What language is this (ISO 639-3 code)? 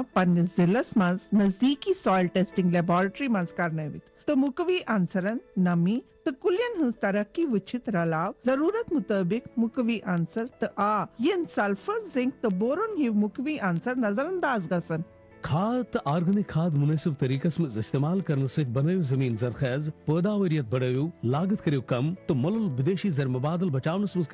kas